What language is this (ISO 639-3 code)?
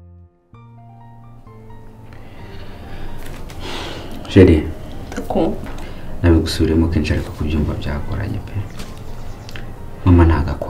kin